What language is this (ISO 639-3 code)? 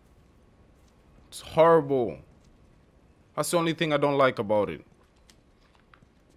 eng